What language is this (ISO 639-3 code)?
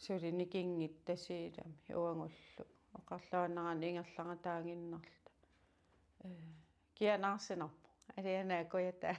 kal